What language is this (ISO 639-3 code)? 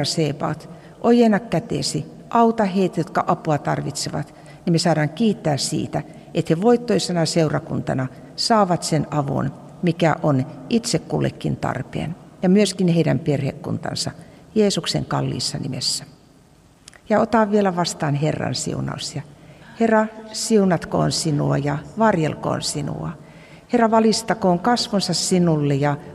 fin